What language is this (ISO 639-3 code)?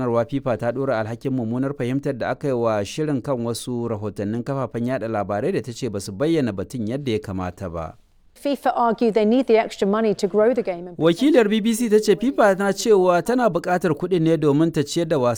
hau